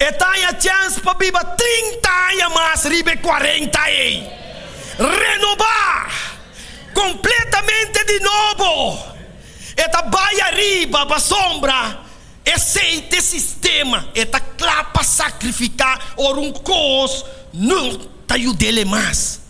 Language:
Papiamento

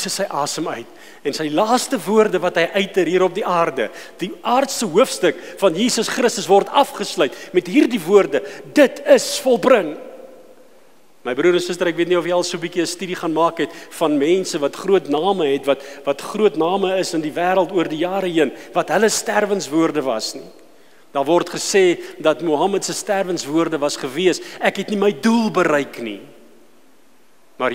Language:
Afrikaans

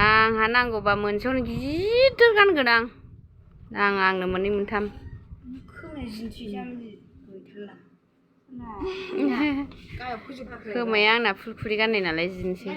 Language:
Bodo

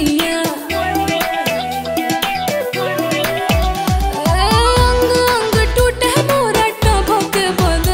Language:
Bhojpuri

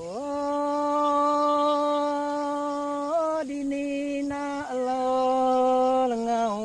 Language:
Iban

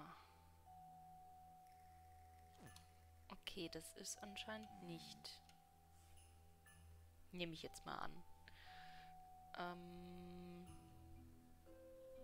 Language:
German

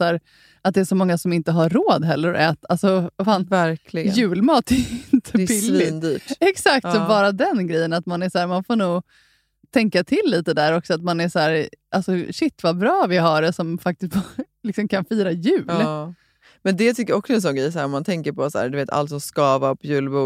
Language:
Swedish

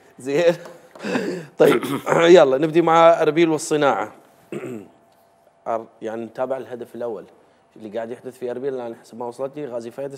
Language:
Mesopotamian Arabic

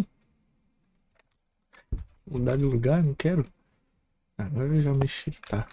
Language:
Portuguese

